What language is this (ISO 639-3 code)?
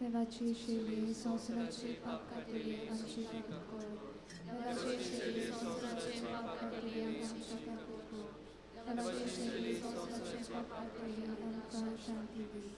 kok